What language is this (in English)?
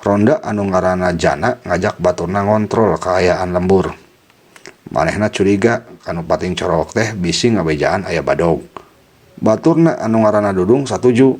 Sundanese